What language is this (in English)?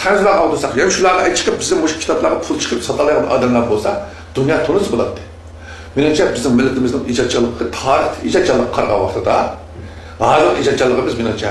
Uyghur